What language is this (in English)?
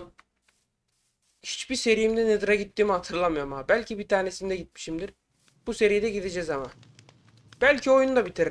Turkish